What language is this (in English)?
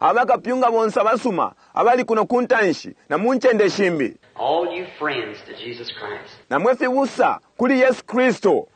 Bemba